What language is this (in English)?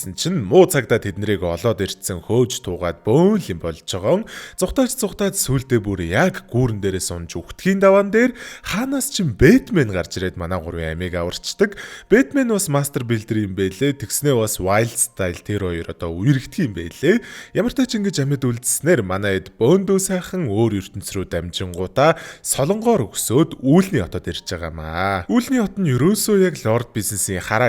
Mongolian